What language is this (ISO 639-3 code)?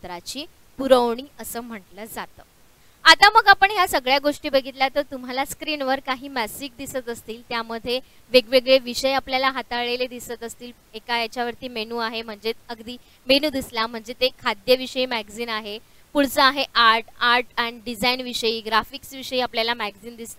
mar